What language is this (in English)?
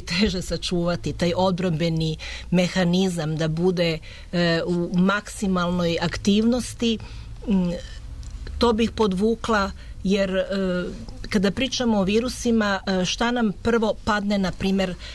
Serbian